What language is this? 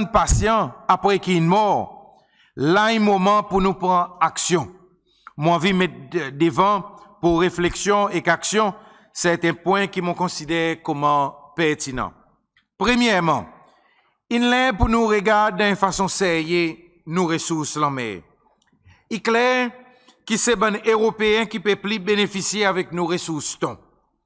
Seselwa Creole French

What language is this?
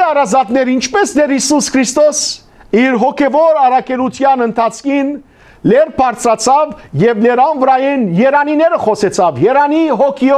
Western Armenian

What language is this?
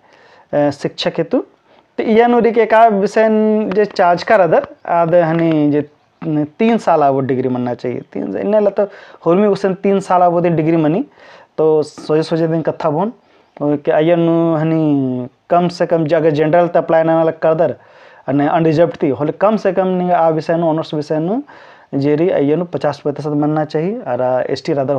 Kurukh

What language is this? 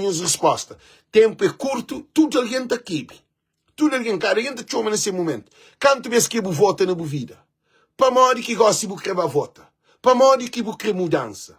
Kabuverdianu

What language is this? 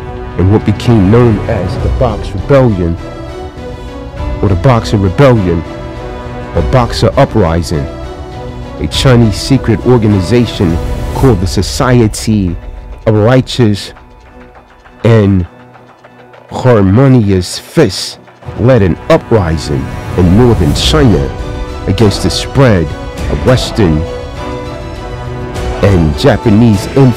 English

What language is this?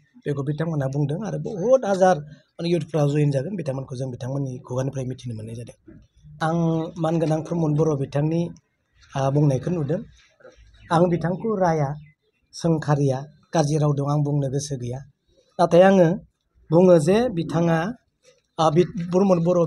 Bodo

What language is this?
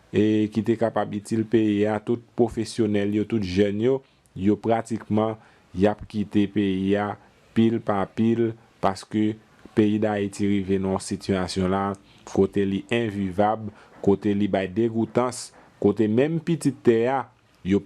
Haitian Creole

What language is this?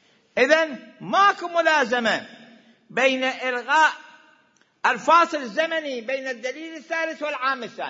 Mesopotamian Arabic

